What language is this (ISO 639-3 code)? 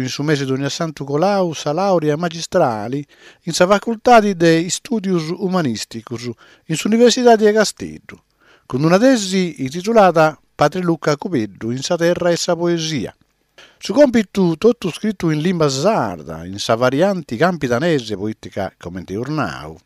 srd